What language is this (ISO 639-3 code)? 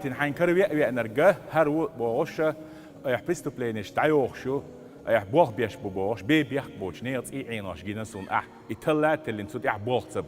che